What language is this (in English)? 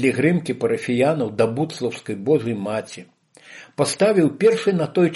Belarusian